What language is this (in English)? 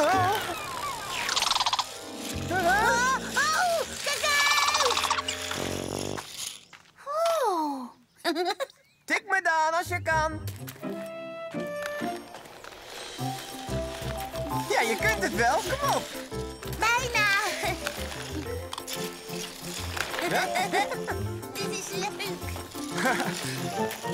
Dutch